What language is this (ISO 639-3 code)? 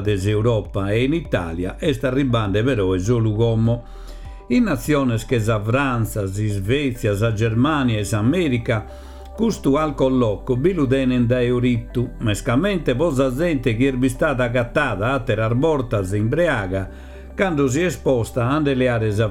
srd